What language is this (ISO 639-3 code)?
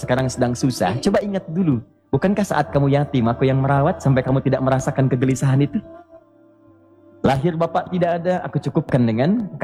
ind